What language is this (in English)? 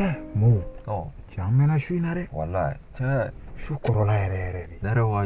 Bambara